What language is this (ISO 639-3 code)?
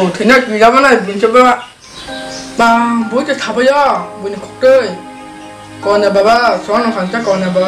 trp